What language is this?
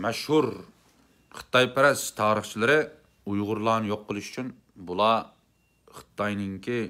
Uyghur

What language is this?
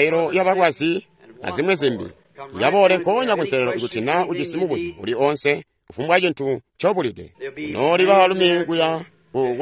Tonga (Zambia)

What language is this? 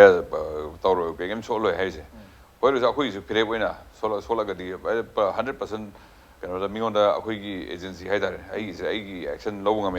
Manipuri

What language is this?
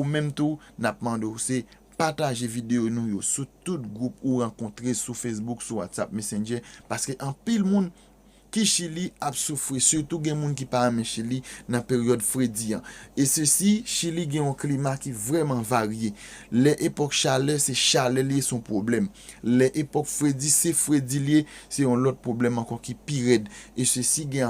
Haitian Creole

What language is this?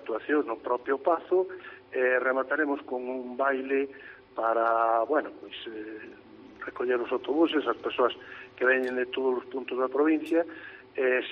Galician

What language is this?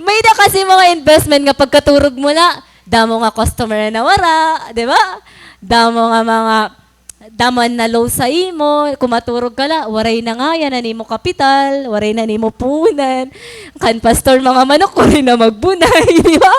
Waray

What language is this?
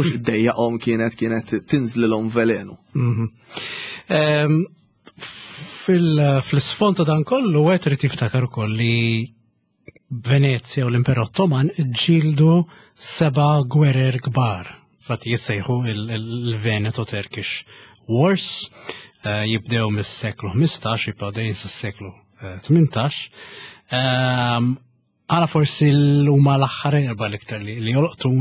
Maltese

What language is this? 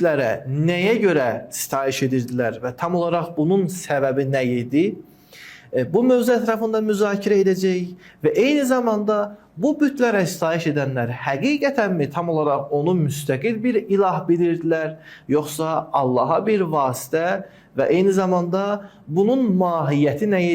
Azerbaijani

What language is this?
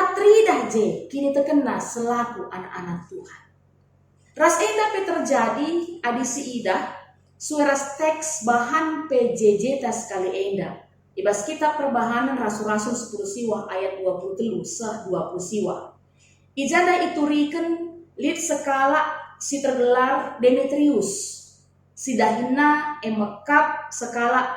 Batak Karo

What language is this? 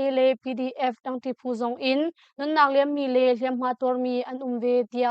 Hakha Chin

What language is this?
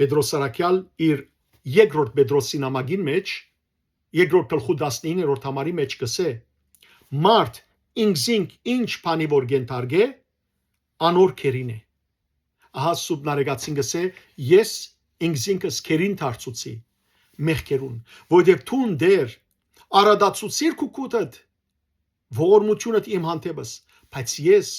Western Armenian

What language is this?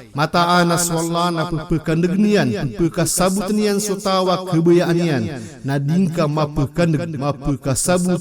Maranao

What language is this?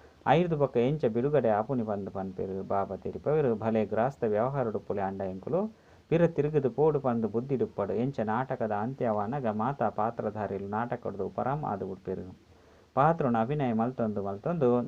Tulu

